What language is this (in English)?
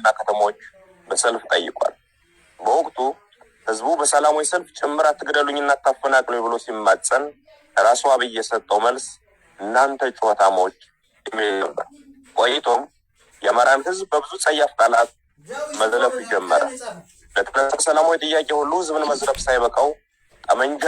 Amharic